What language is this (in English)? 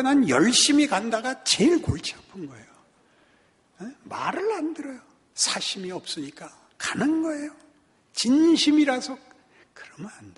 Korean